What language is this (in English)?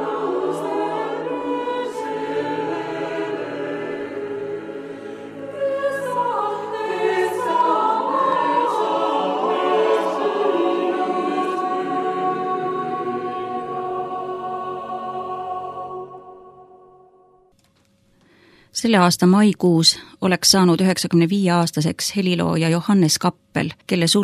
Estonian